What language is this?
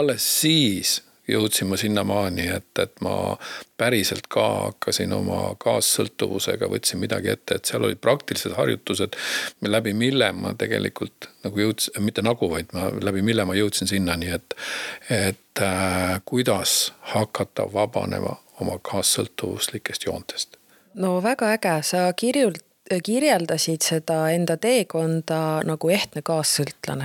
Estonian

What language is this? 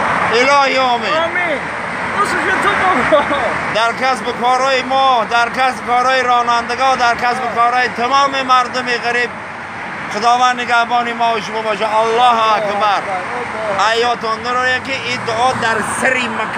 Tajik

